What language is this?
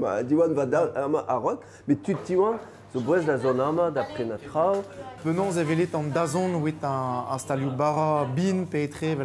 Breton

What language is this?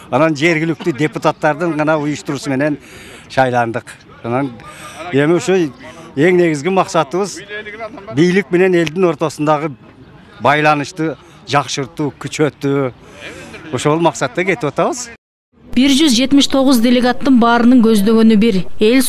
Kyrgyz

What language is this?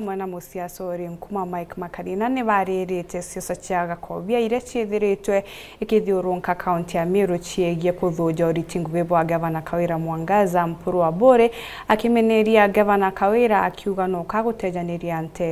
Meru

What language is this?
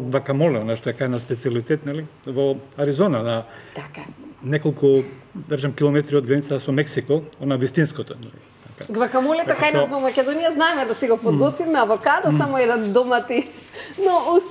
Macedonian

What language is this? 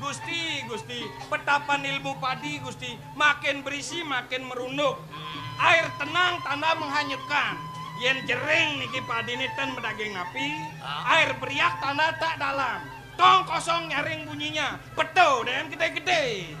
Balinese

